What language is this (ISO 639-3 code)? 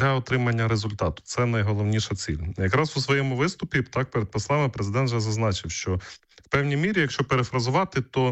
ukr